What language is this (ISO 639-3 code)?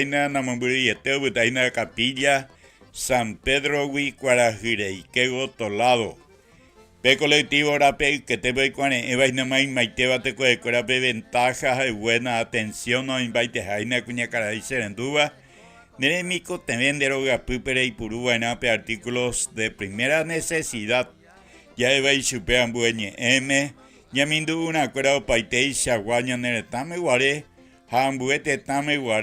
grn